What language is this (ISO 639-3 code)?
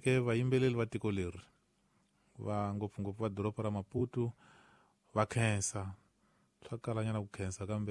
tso